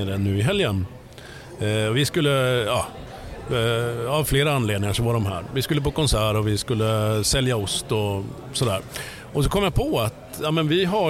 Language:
Swedish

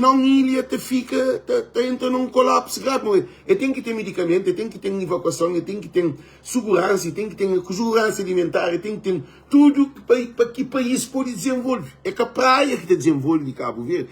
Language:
Kabuverdianu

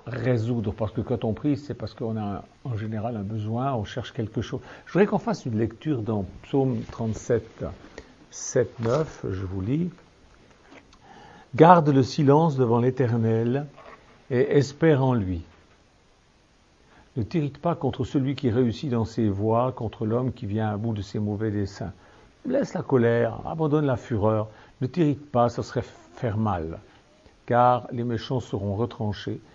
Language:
French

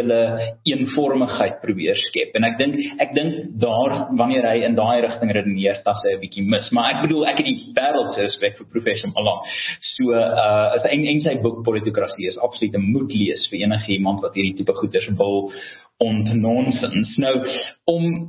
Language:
Afrikaans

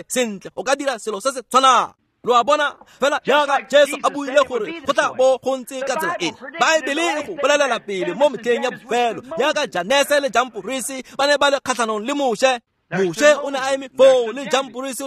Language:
Tswana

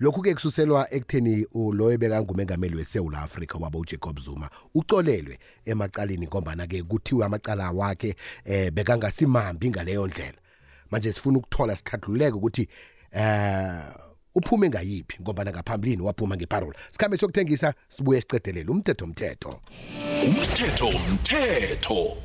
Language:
South Ndebele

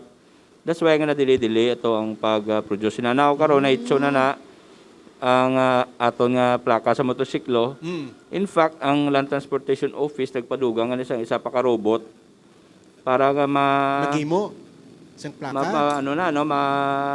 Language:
Hiligaynon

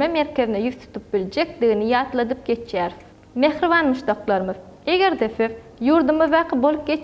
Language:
Turkmen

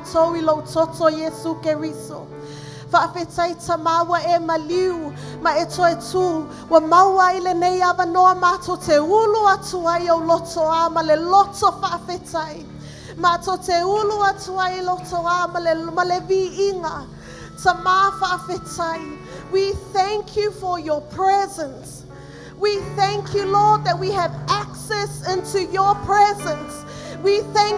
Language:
Samoan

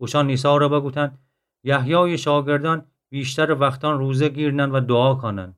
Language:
Gilaki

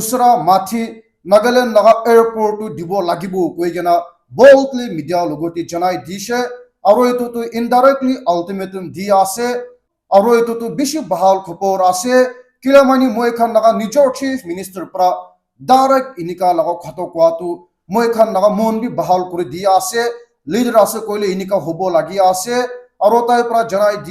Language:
Naga Pidgin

